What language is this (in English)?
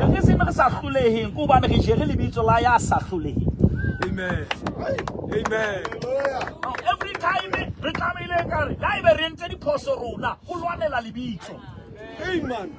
Southern Sotho